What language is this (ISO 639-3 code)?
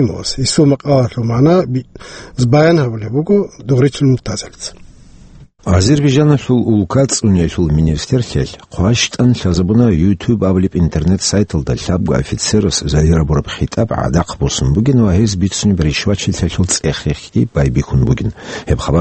ava